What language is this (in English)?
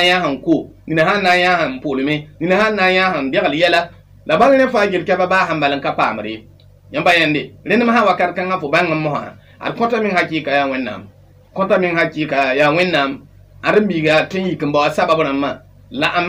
Mossi